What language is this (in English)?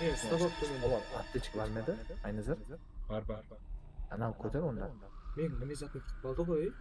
Kara-Kalpak